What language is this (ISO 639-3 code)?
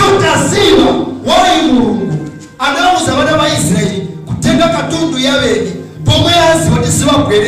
nya